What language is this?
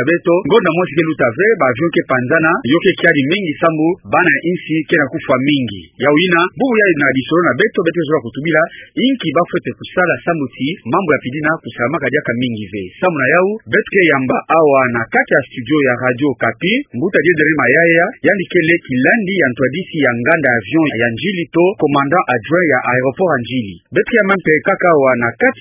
Kituba (Democratic Republic of Congo)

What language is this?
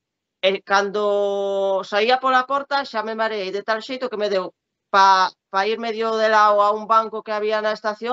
Galician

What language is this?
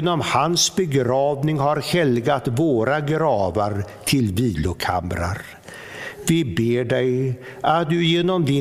Swedish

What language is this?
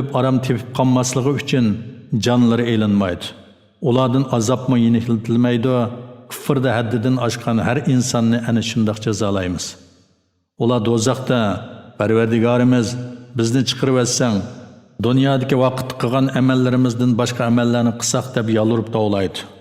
Uyghur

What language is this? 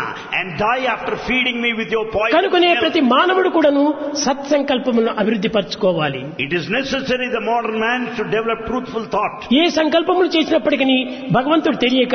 Telugu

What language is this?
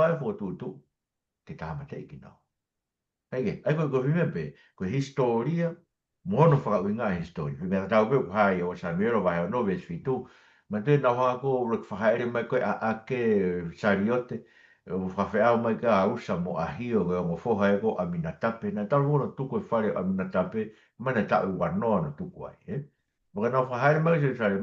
Tongan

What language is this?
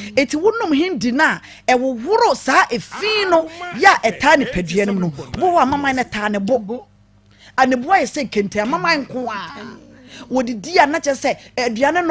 Akan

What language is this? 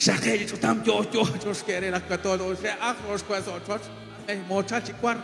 Kekchí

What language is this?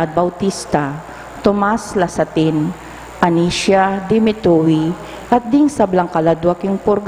Pampanga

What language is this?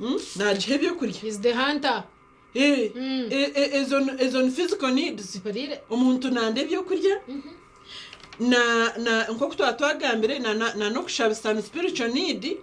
Nyankole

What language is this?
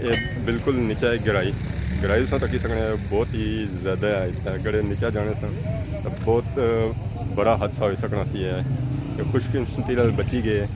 Pahari-Potwari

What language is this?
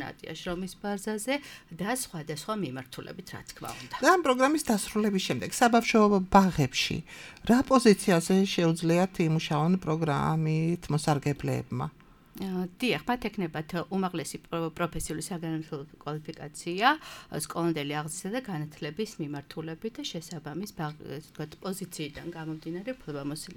Georgian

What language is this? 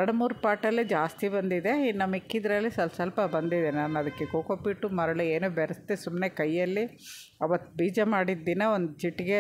Kannada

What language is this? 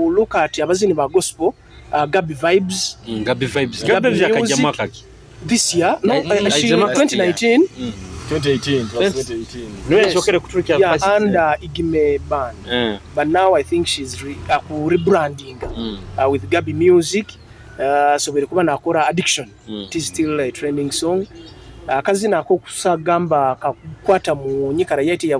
Nyoro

